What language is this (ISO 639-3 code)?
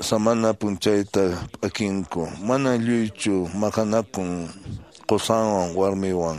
que